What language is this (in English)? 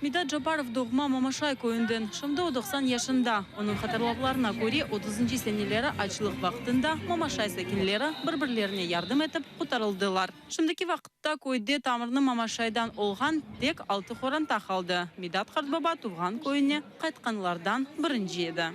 Crimean Tatar